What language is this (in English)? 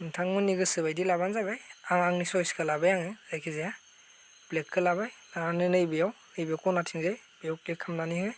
Bodo